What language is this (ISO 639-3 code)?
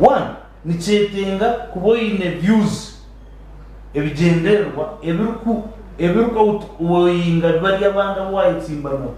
nyn